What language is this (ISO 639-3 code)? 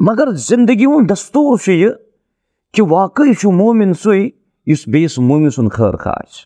kas